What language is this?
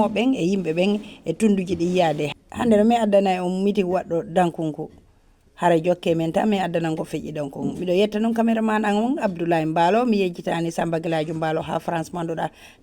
Fula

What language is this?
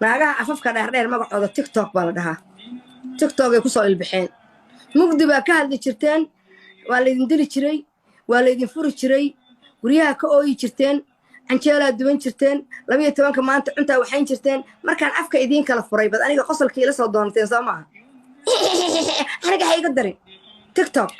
Somali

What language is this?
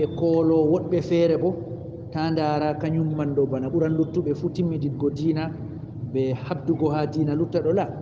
Fula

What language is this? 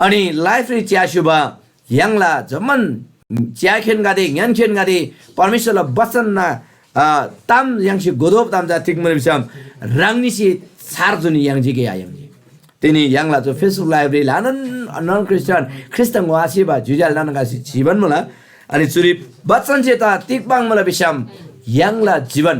Eastern Tamang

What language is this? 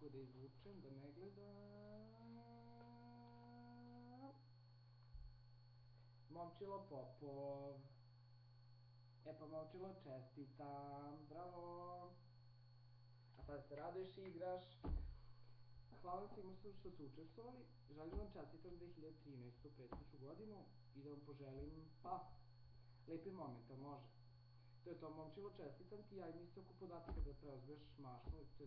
Serbian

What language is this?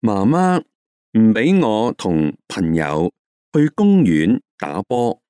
Cantonese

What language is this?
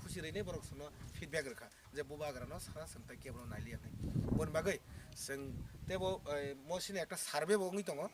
Kok Borok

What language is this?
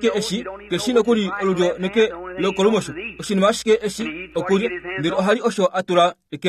Kuanyama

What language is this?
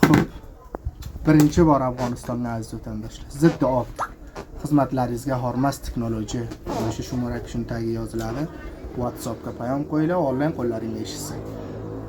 Uzbek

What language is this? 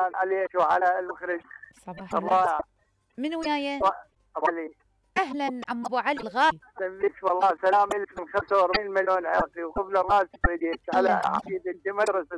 Mesopotamian Arabic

